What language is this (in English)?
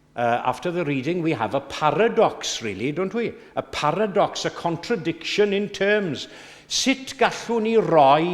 Welsh